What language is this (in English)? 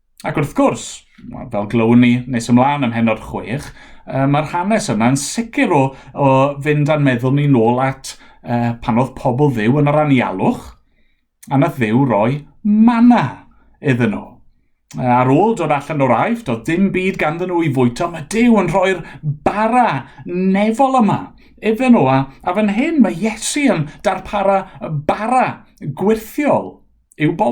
Welsh